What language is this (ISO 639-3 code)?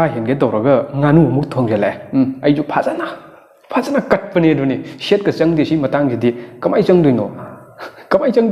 mni